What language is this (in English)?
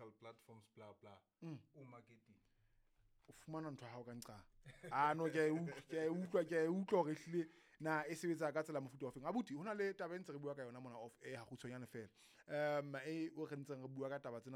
Southern Sotho